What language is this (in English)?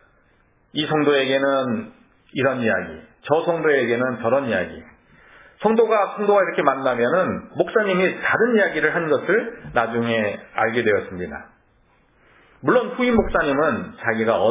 Korean